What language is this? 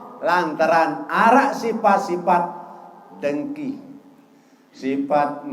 Sasak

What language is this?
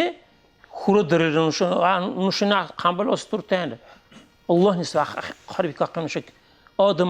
Dargwa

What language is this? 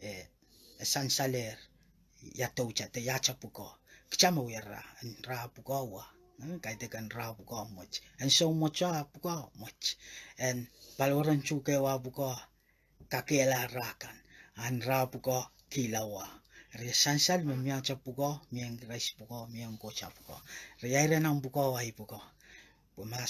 Pohnpeian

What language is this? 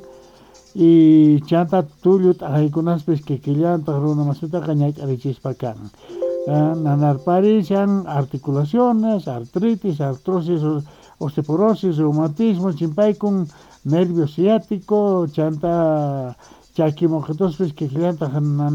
South Bolivian Quechua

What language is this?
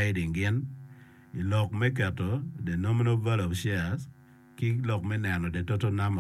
Acoli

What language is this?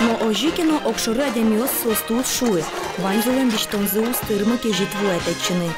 Udmurt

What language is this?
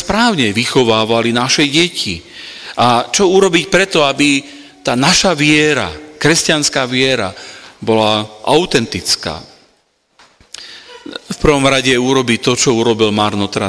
Slovak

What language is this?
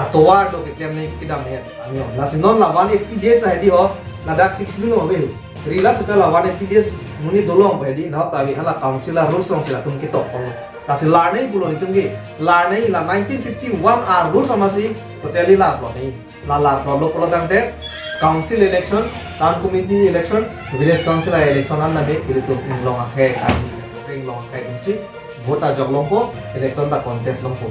Karbi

